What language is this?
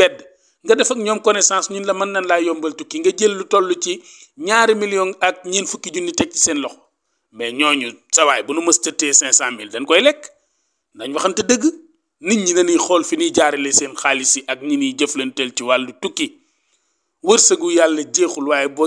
Wolof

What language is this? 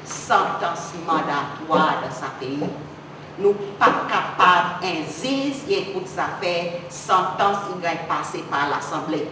Seselwa Creole French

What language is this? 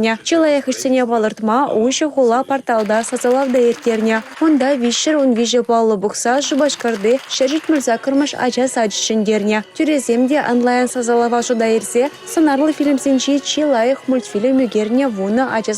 Chuvash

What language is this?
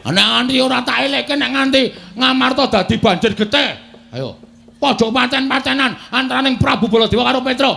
Javanese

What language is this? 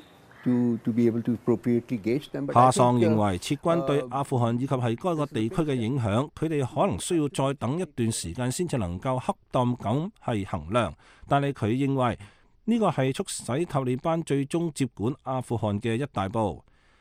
Cantonese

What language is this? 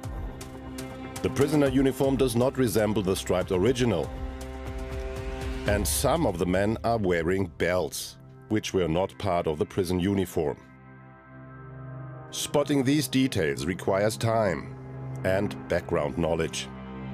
English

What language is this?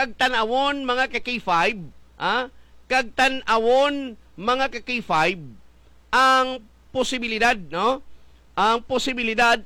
Hiligaynon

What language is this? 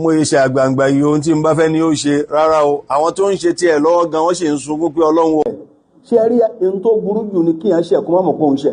Yoruba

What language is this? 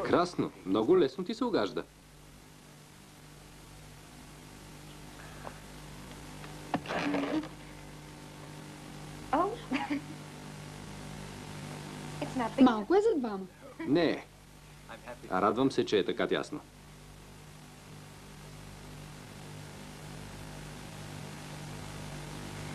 Bulgarian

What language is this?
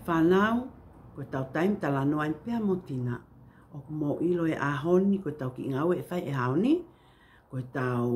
Tongan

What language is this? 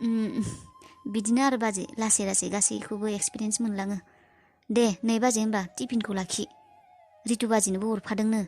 Bodo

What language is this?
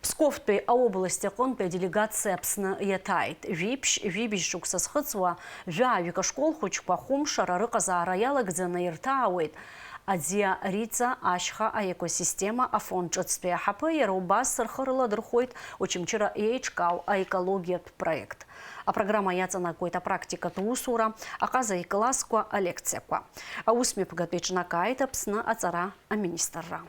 Abkhazian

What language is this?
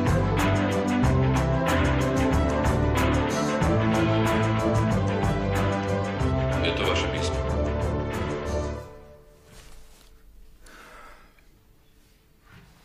Slovak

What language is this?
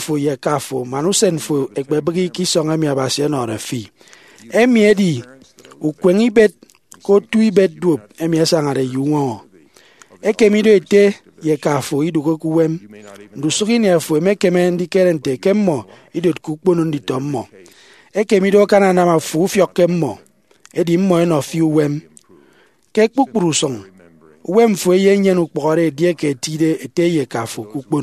Efik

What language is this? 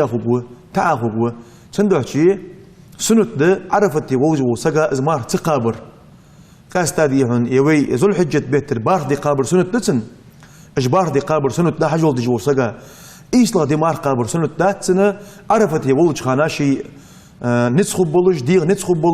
Ingush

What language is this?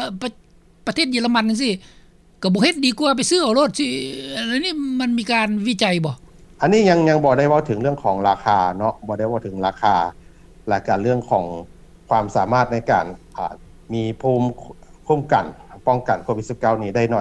Lao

